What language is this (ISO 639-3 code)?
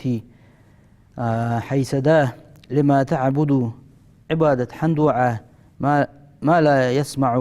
inh